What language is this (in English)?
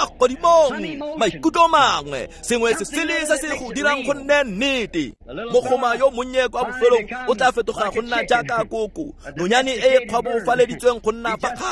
Tswana